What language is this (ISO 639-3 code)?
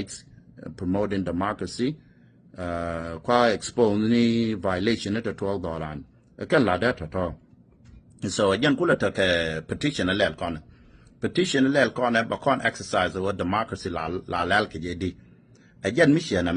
nus